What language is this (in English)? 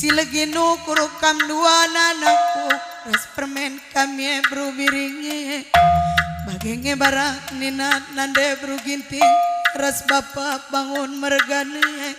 Batak Karo